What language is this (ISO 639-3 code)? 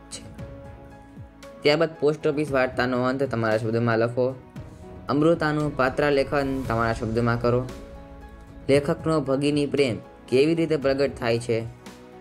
guj